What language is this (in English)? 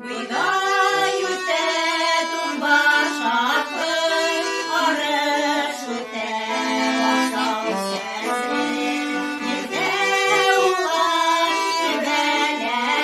Bashkir